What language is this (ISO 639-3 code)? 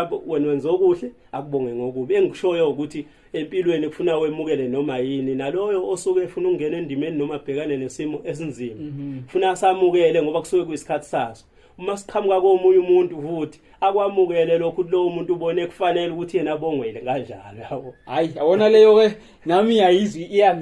zul